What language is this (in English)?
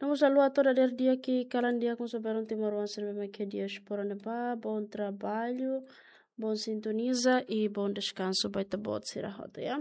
Tetum